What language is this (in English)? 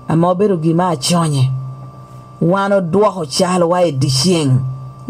Lango (Uganda)